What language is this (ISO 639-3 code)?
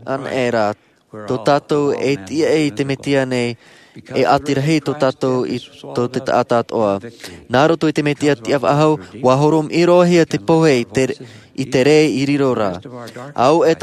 tah